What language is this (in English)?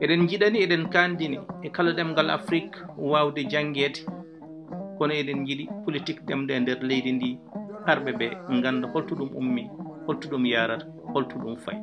Fula